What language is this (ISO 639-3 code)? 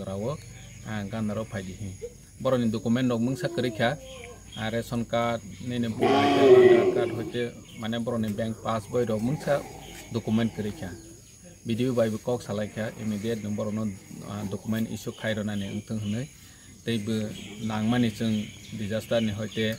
trp